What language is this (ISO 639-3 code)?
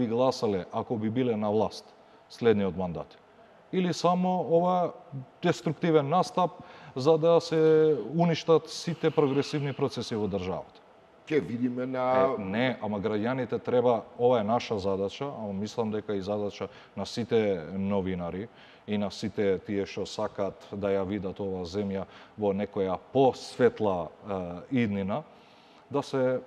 mkd